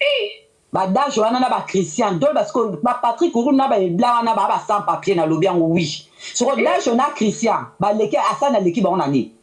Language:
Lingala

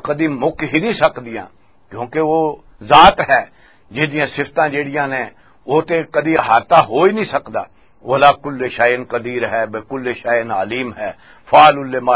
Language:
Western Panjabi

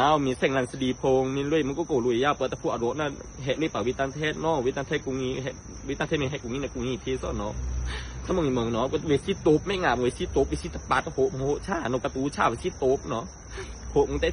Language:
Pa'o Karen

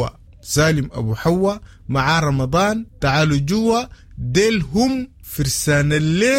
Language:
Sudanese Arabic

